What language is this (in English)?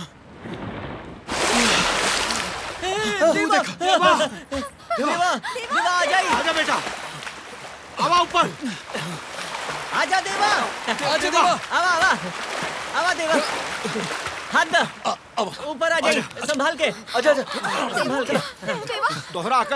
Bhojpuri